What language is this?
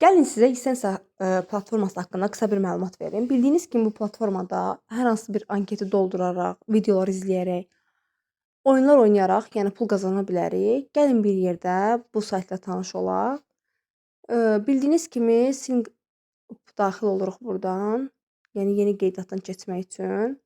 Azerbaijani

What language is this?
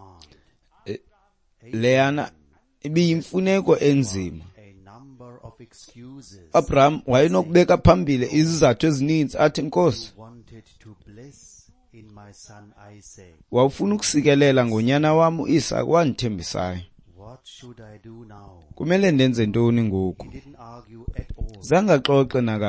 Xhosa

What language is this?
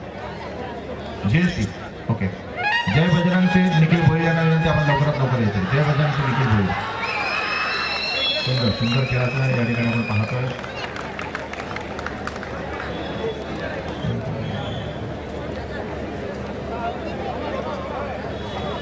Marathi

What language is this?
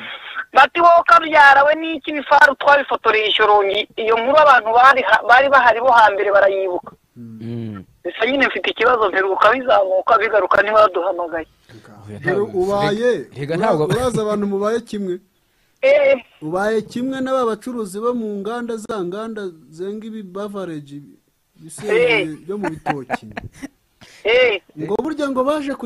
Kinyarwanda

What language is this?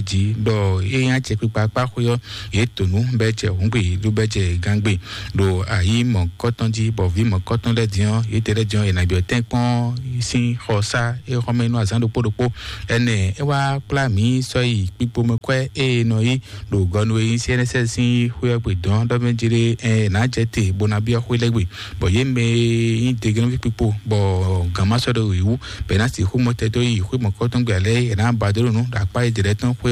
Fon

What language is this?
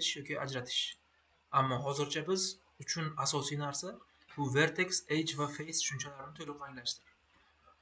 Uzbek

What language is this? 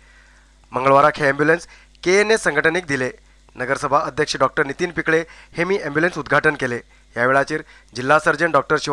Konkani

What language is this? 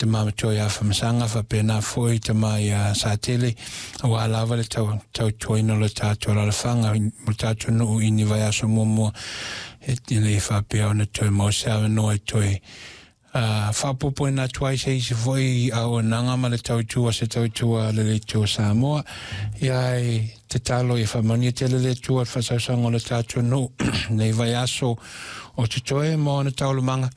Samoan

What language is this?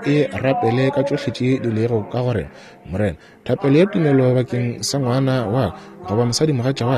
Northern Sotho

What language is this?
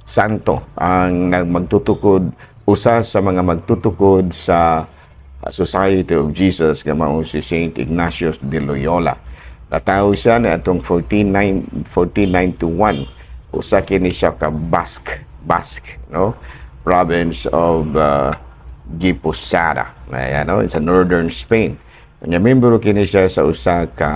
Cebuano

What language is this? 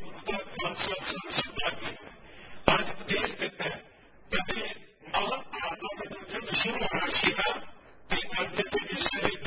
Punjabi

